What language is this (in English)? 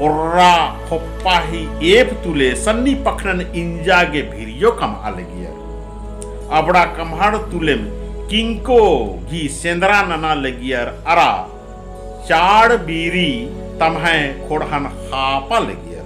Kurukh